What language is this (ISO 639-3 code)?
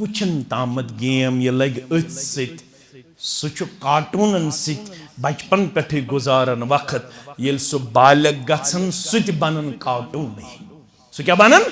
kas